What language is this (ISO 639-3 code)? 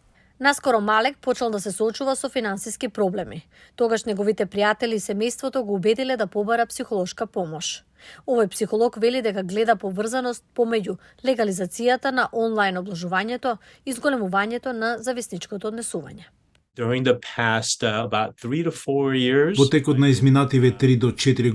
mkd